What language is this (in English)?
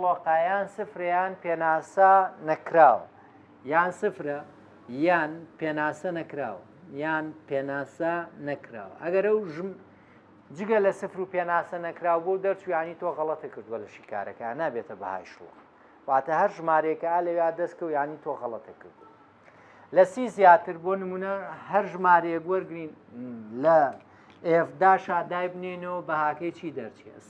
Central Kurdish